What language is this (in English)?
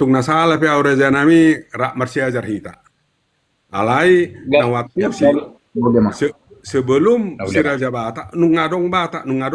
Batak Toba